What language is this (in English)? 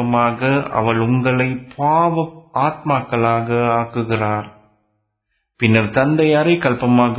Tamil